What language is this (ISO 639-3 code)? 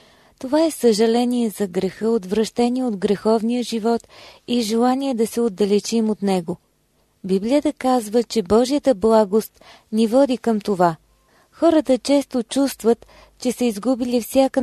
bul